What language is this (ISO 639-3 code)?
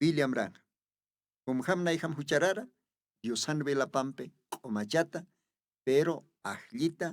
aym